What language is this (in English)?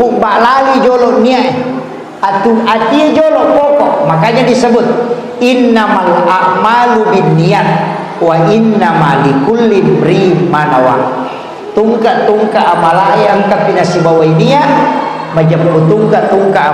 Buginese